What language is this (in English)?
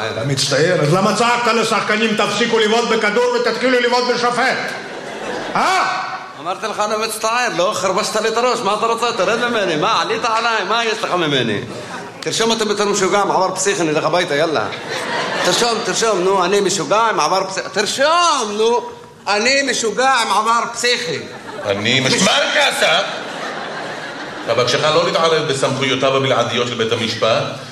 Hebrew